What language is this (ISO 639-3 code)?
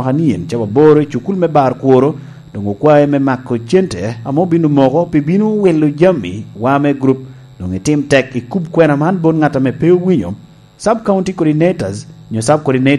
laj